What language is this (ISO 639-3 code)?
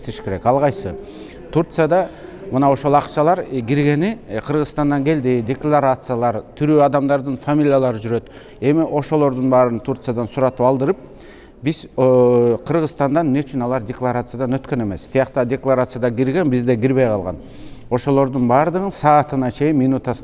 kir